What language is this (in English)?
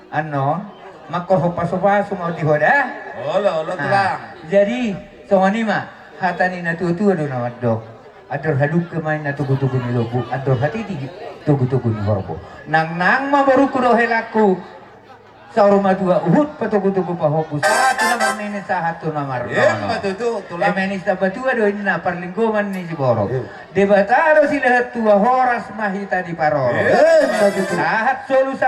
Batak Toba